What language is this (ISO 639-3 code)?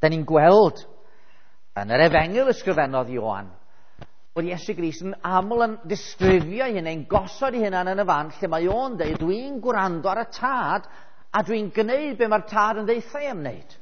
cym